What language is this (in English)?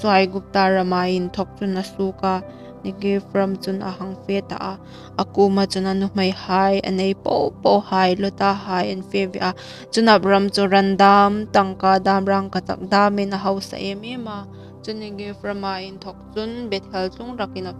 Hmar